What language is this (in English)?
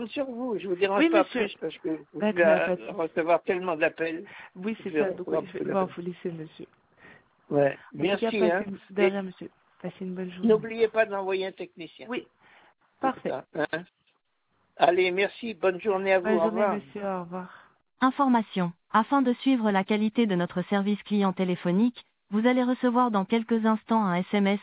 French